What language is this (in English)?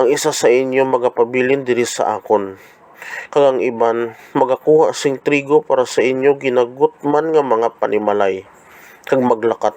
Hiligaynon